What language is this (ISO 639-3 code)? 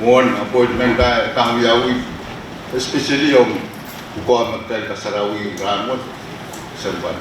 pon